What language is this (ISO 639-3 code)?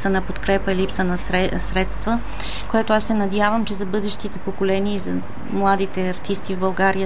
bul